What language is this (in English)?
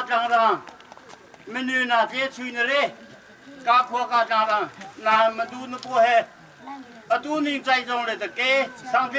Hakha Chin